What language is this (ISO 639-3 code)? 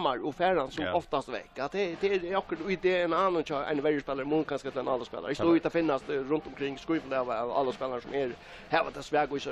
fao